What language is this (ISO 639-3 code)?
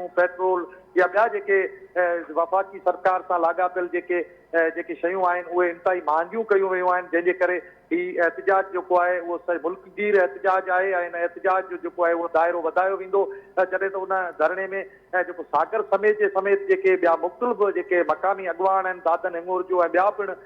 snd